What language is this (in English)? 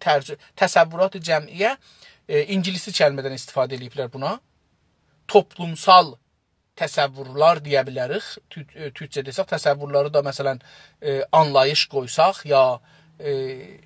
South Azerbaijani